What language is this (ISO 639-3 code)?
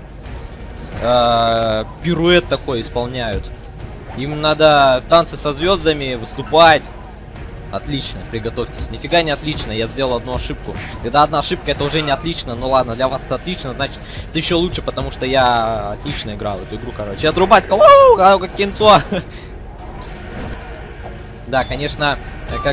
rus